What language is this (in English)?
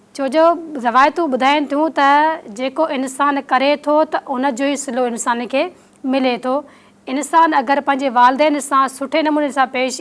Sindhi